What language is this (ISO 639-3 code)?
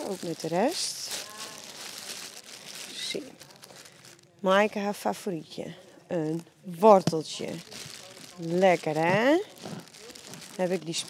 nld